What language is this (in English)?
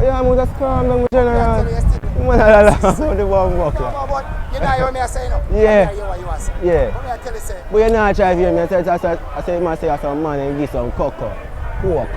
Jamaican Creole English